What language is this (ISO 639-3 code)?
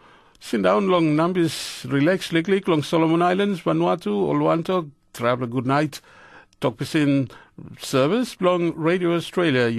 tpi